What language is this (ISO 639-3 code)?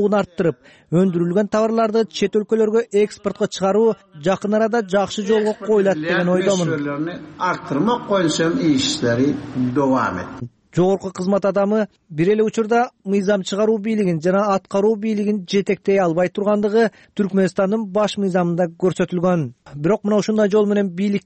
kir